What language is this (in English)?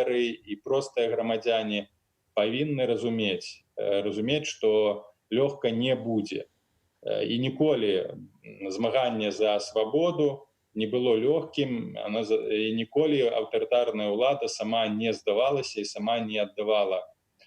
Belarusian